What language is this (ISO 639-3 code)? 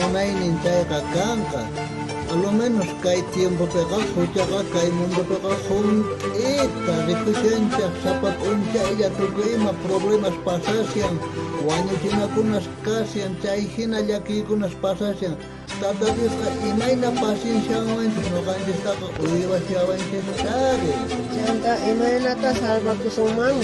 quh